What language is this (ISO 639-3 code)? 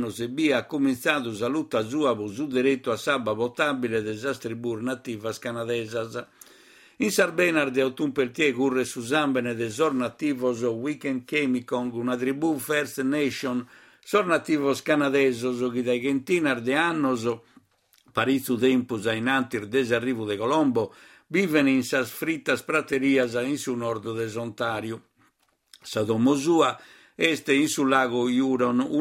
srd